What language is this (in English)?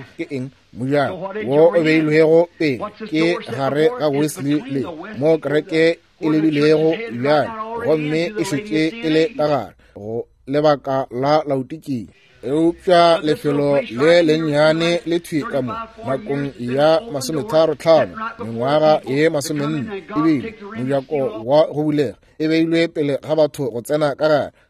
Northern Sotho